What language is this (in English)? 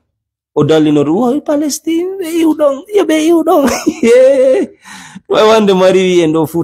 Fula